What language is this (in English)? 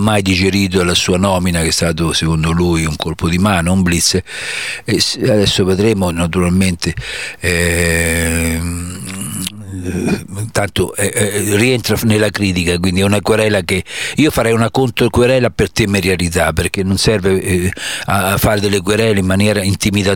Italian